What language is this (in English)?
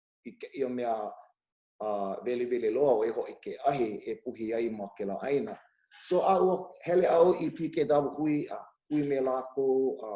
Hawaiian